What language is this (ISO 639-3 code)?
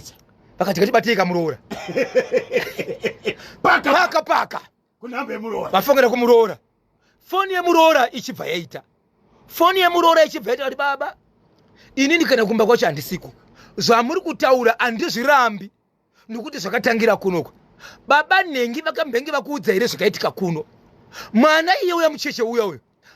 sna